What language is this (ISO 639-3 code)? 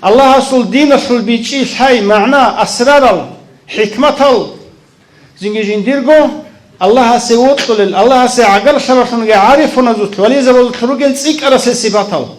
ava